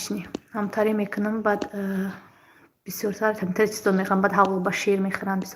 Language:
Tajik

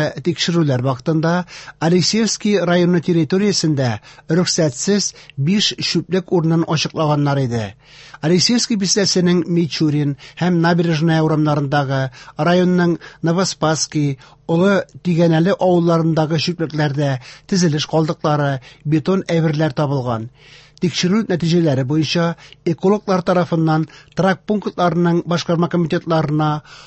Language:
Tatar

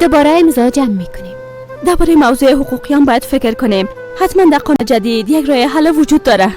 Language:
Persian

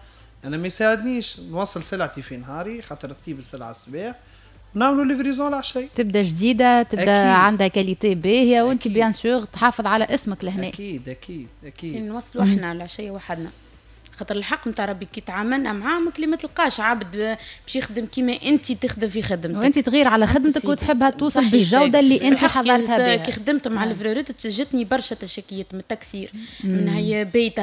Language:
Tunisian Arabic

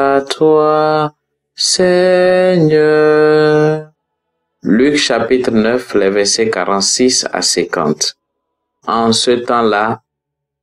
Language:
French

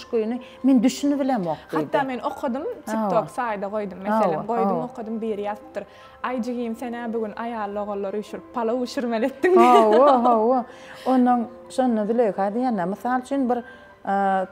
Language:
Turkmen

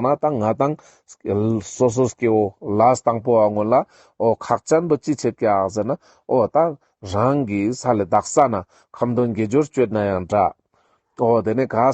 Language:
Ladakhi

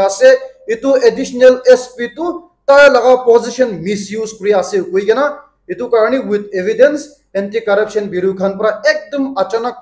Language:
Naga Pidgin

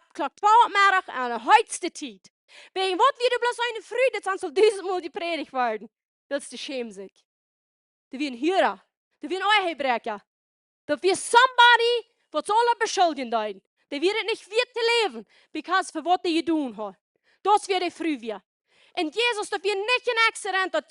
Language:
Plautdietsch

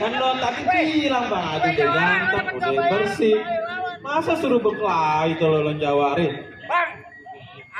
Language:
Betawi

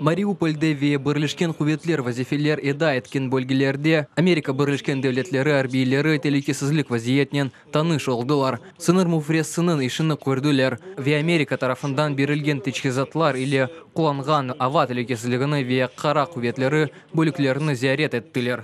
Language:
Crimean Tatar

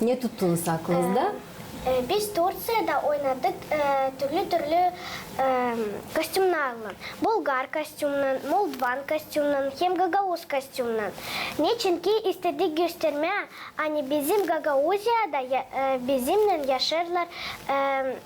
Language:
Gagauz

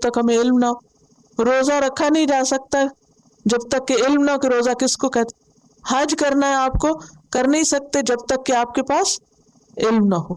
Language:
Urdu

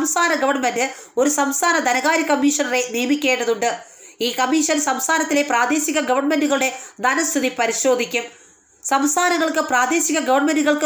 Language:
Malayalam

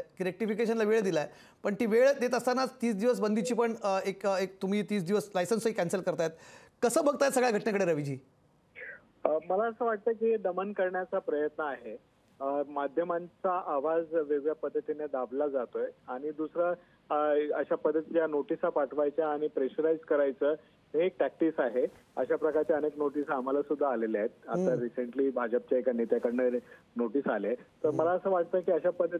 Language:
Marathi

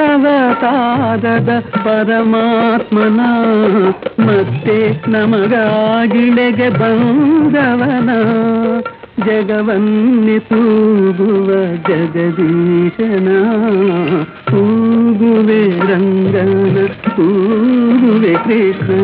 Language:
Kannada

